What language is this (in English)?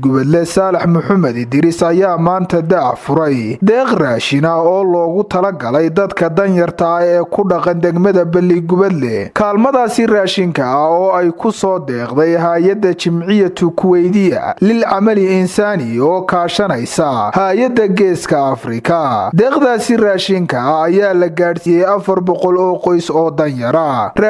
Somali